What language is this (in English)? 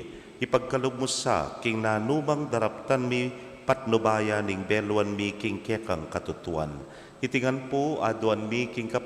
Pampanga